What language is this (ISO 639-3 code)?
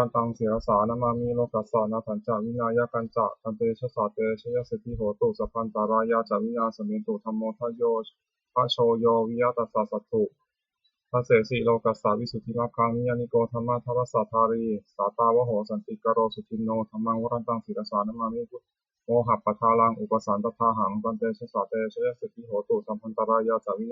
pli